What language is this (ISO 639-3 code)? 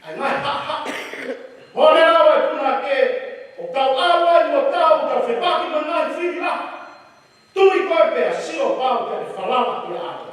ton